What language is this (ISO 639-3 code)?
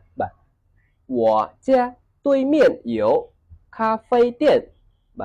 khm